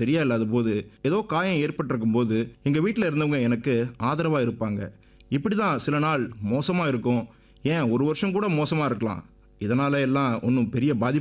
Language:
Tamil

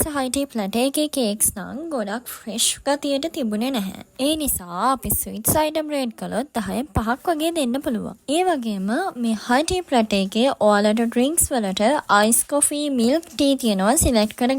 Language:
Sinhala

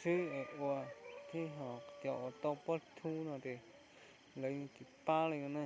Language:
Hmong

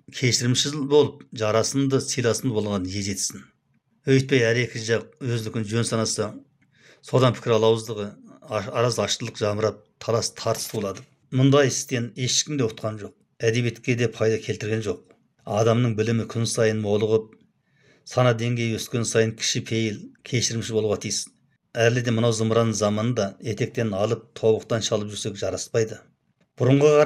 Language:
Kazakh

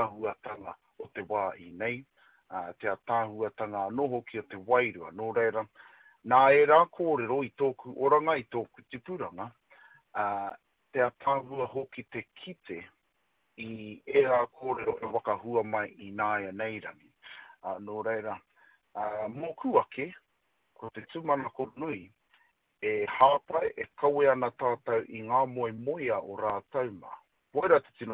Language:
Māori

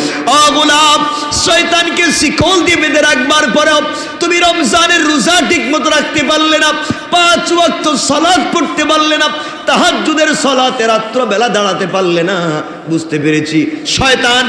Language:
Bangla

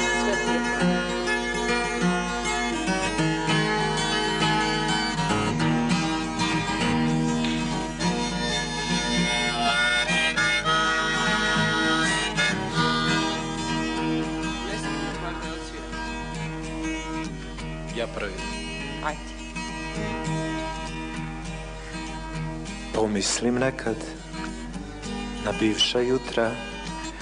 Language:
Serbian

